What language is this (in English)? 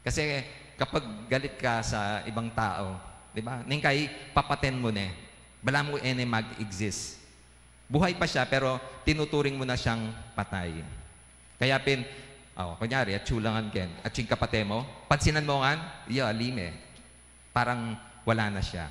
Pampanga